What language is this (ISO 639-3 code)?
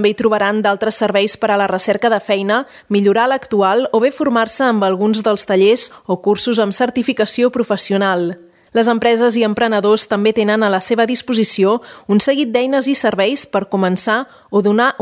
cat